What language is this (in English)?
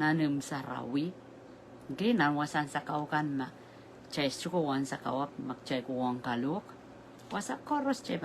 Pohnpeian